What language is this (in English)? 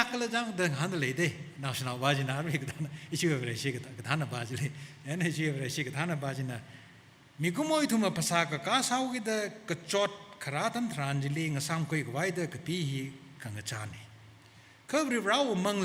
Tangkhul Naga (India)